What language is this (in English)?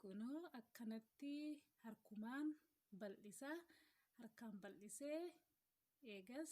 Oromo